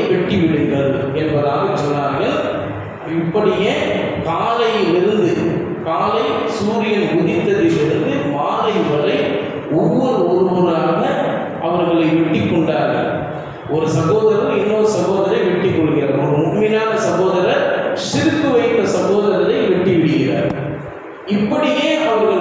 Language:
Tamil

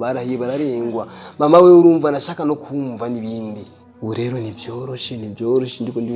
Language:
Rundi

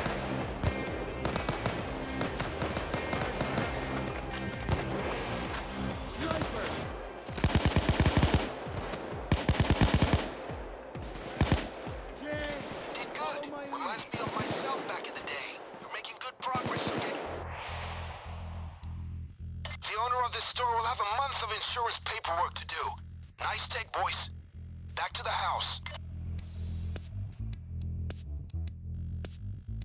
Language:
English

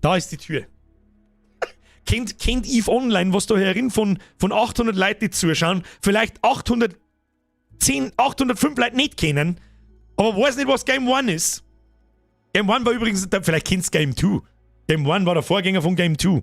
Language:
Bavarian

